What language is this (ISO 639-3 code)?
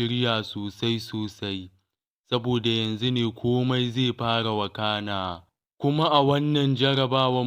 hau